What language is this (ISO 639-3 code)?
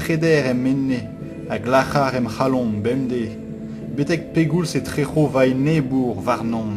bre